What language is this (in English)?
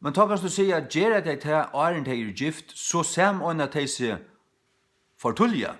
Faroese